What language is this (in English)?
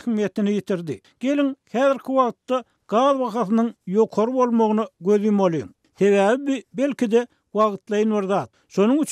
Turkmen